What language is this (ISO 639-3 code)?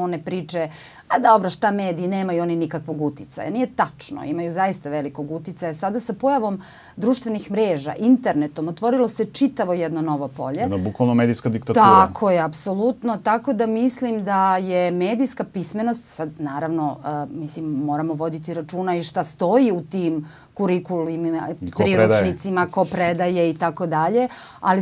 srp